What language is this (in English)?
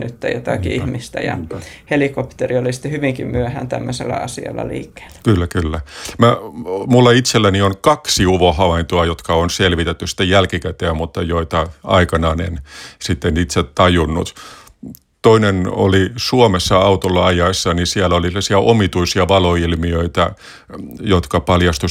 Finnish